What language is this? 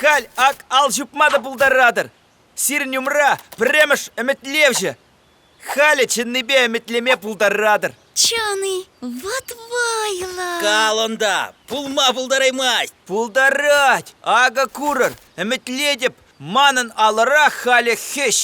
Chuvash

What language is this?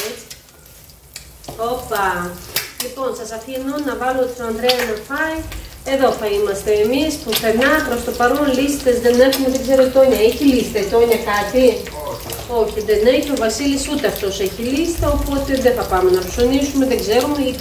Greek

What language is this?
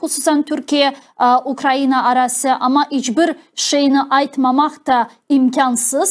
Crimean Tatar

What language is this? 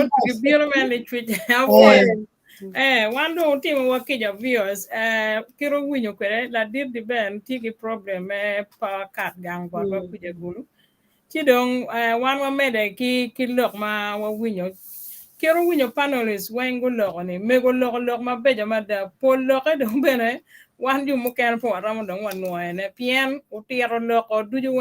Acoli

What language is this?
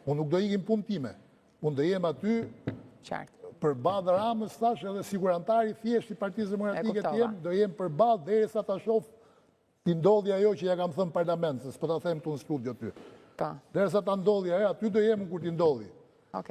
Albanian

